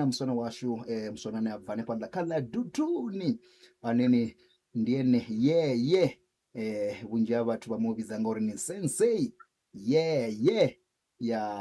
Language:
Venda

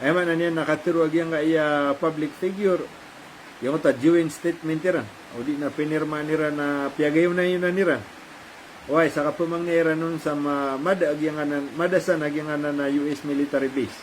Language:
Maranao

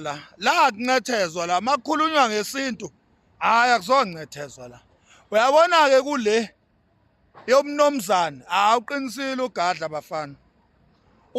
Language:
Zulu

